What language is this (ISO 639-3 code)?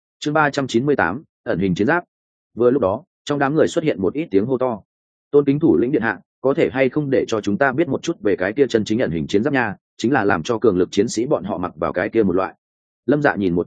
vie